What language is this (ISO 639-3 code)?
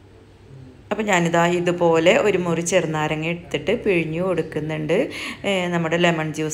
mal